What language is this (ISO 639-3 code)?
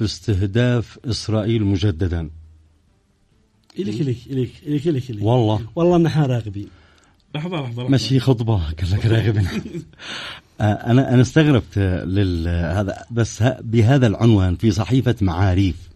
ara